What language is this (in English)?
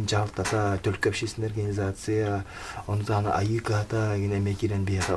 Yakut